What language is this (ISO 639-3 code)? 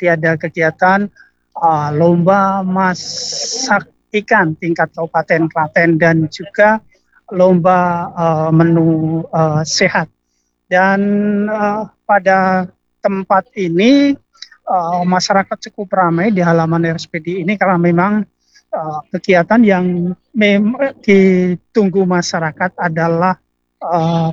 ind